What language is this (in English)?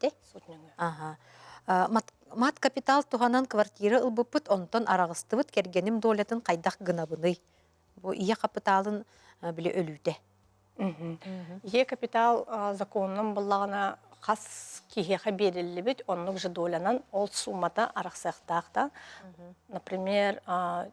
Yakut